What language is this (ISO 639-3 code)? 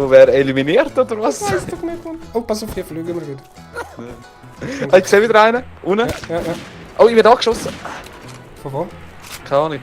gsw